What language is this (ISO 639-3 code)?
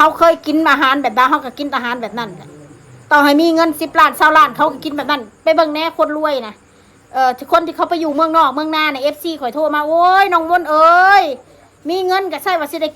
tts